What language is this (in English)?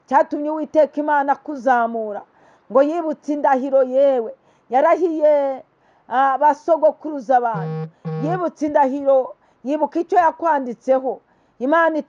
Kinyarwanda